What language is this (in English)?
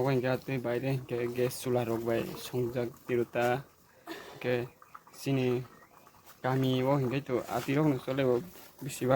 Kok Borok